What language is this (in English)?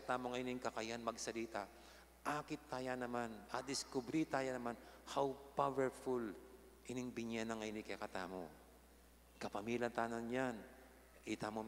Pampanga